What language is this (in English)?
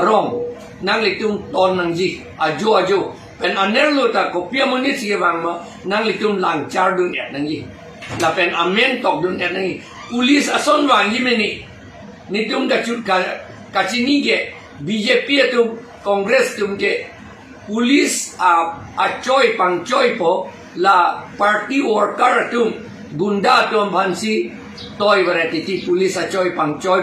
Karbi